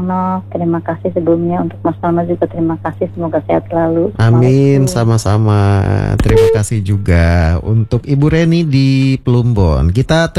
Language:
Indonesian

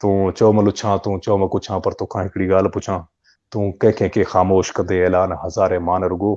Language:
Sindhi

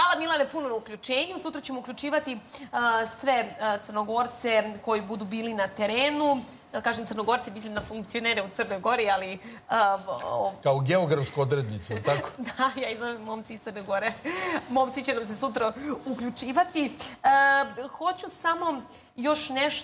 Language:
Serbian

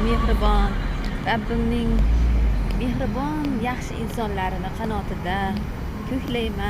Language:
Uzbek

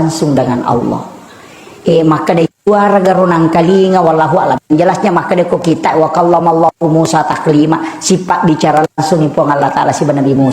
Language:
Buginese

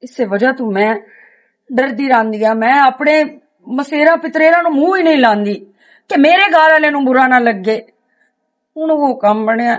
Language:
Western Panjabi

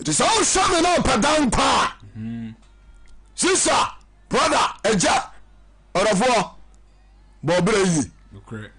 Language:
Akan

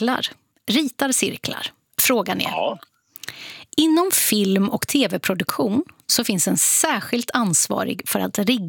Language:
Swedish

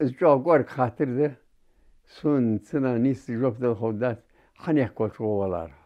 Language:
Ingush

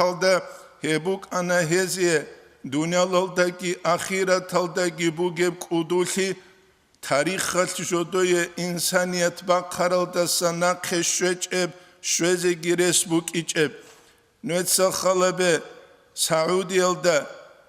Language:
Avaric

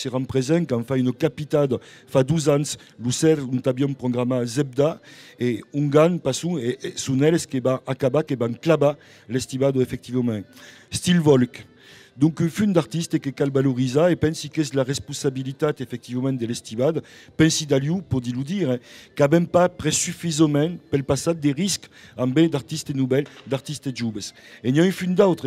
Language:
Occitan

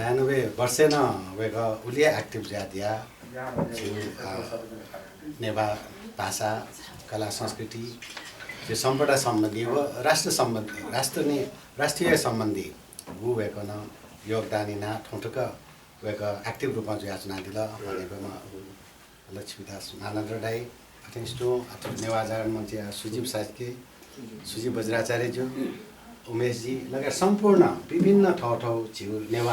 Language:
Newari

